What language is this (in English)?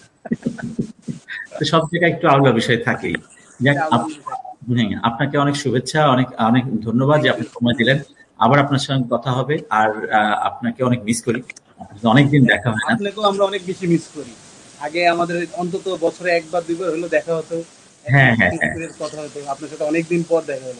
Bangla